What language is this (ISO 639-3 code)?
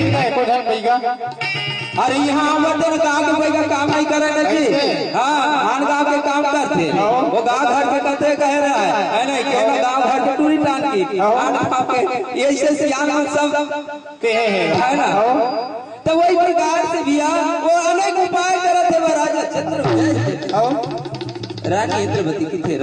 hne